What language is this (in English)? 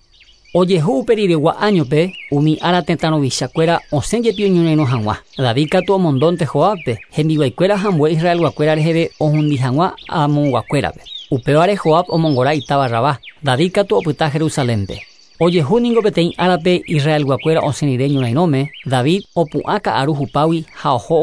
Guarani